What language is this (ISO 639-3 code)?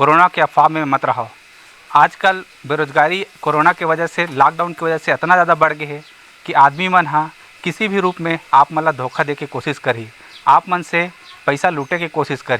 hne